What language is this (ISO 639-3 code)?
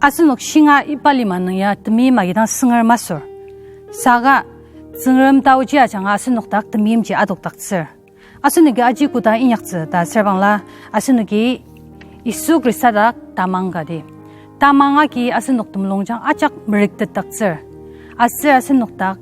njo